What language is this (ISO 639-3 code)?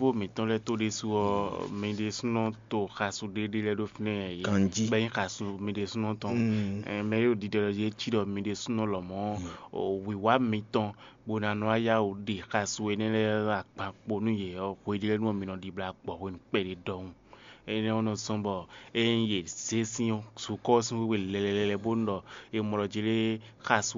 fon